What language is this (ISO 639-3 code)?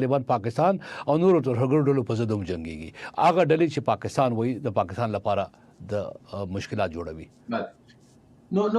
pus